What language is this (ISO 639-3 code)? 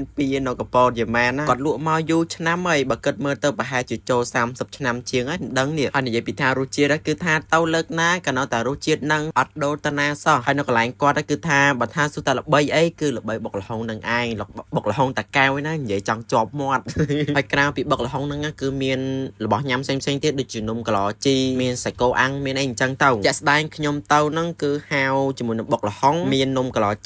khm